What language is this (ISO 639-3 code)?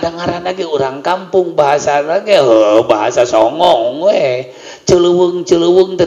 sun